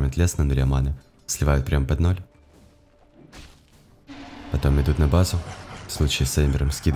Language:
Russian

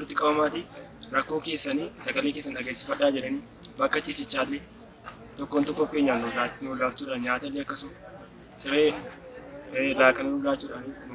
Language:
Oromo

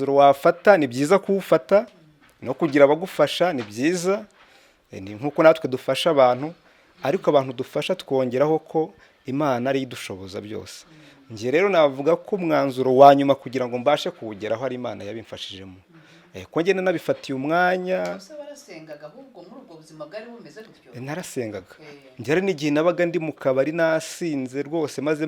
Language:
Kinyarwanda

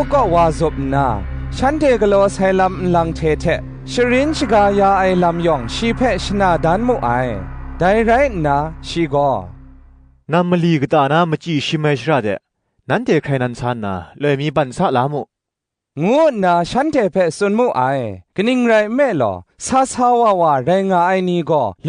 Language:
Kachin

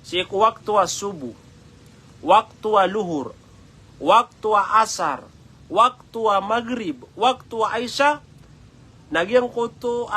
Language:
Maranao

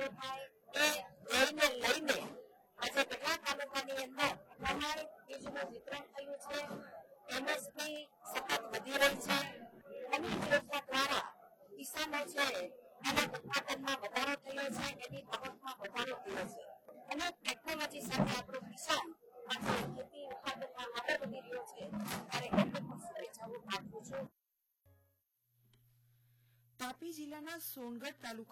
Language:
Gujarati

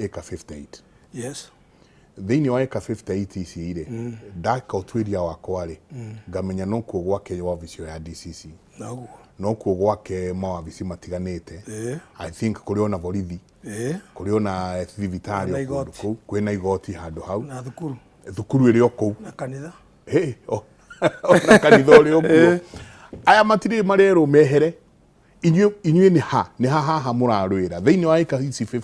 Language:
Kikuyu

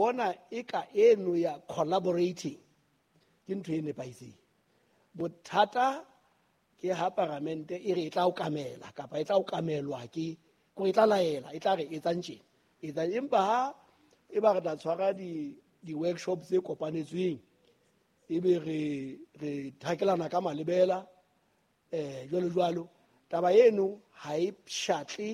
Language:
Southern Sotho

